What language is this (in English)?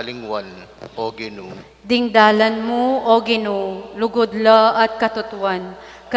Pampanga